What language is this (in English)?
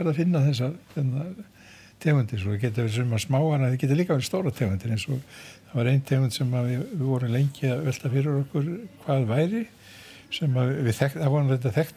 Icelandic